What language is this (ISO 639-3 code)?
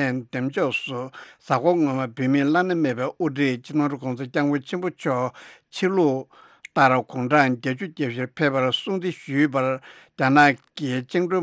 bod